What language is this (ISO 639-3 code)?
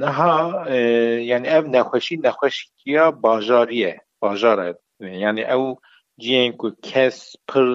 kur